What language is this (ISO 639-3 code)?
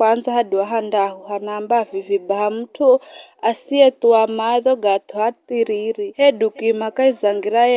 nyf